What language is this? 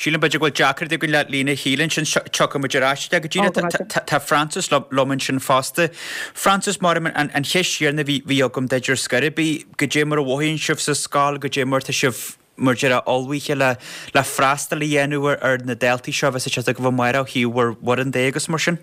Irish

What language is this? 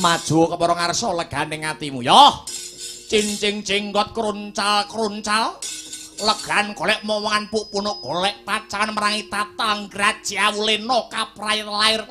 Javanese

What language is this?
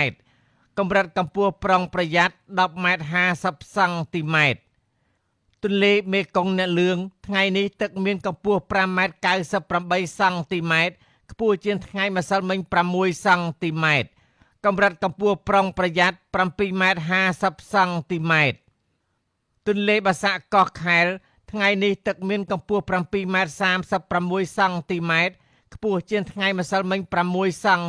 Khmer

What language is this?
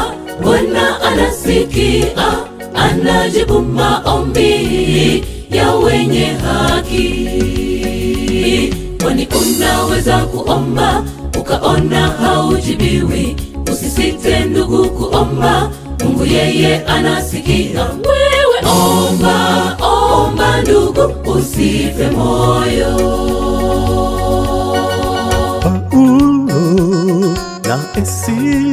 Swahili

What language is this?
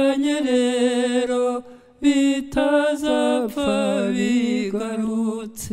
Kinyarwanda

